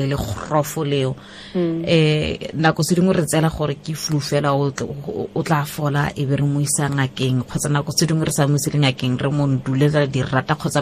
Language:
Tswana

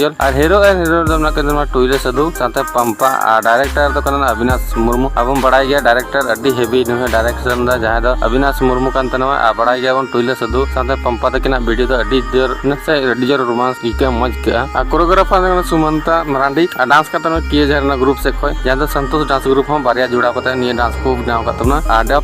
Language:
Santali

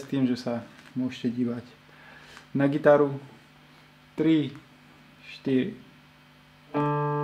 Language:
Slovak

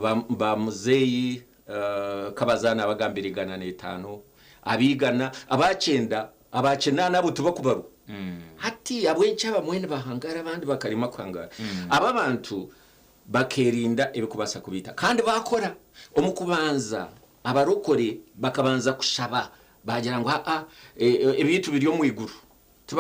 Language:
Nyankole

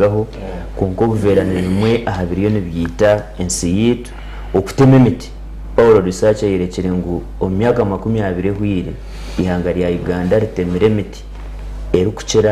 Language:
Nyankole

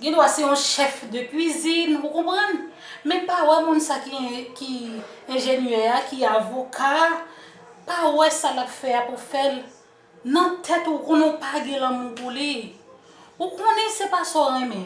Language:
Haitian Creole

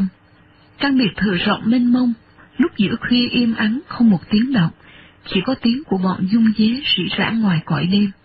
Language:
Vietnamese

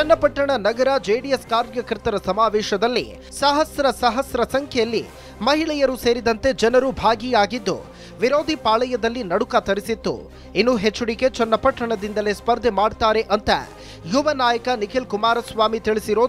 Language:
Kannada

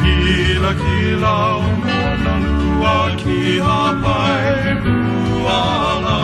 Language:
Hawaiian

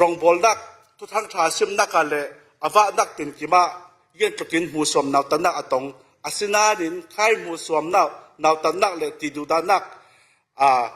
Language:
Falam Chin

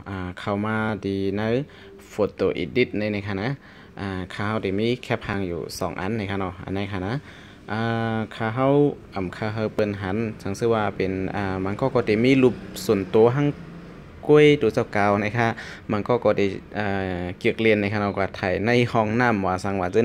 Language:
Shan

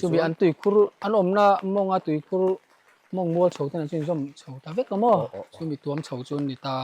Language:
Mizo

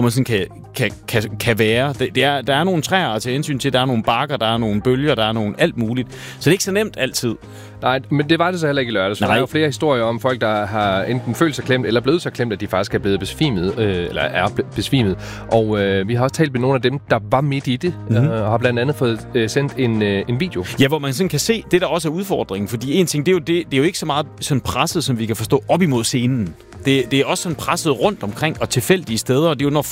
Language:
Danish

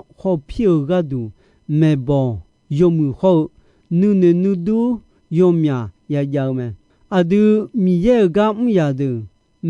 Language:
Akha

